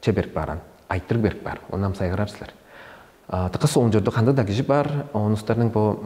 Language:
Tuvinian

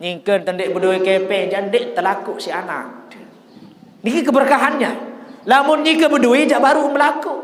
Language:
Sasak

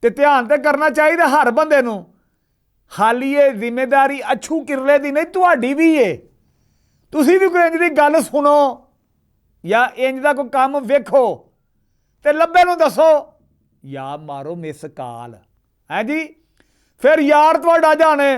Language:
Western Panjabi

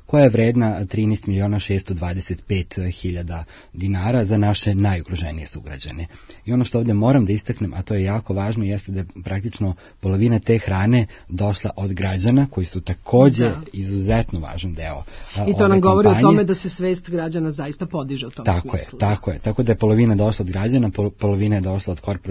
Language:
Serbian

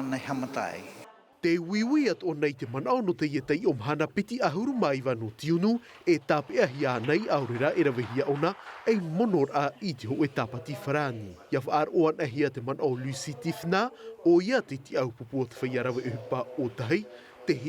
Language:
Tahitian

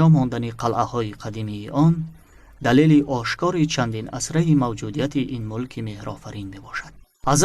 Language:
Tajik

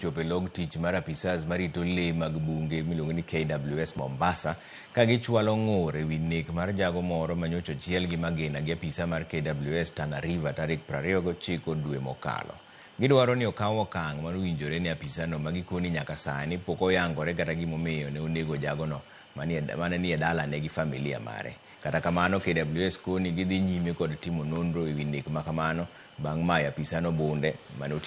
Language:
Luo (Kenya and Tanzania)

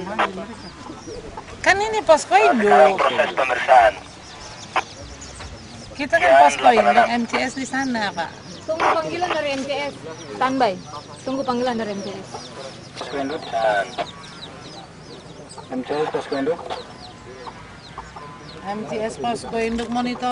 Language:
Indonesian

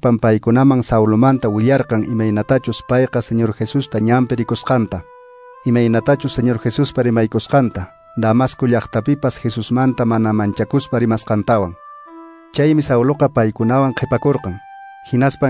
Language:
Quechua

